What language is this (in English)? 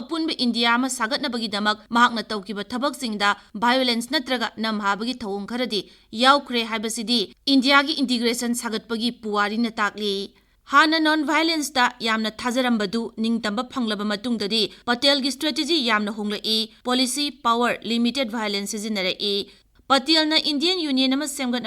Manipuri